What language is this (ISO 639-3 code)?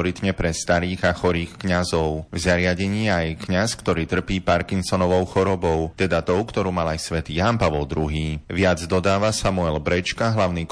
slk